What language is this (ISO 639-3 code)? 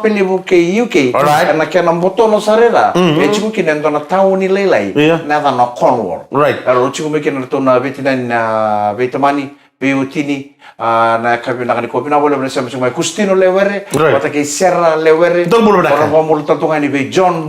fij